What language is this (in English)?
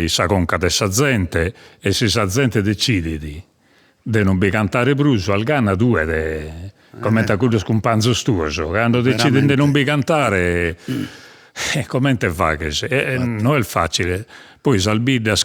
Sardinian